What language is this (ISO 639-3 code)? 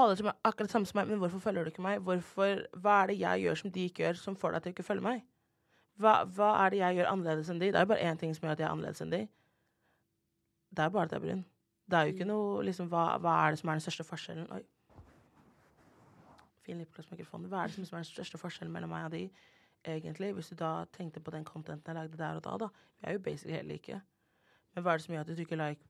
nor